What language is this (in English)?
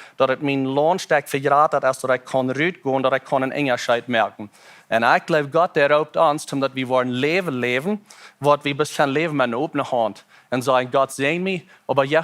Plautdietsch